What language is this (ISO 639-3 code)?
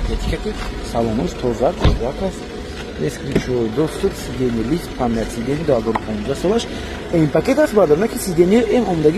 tgk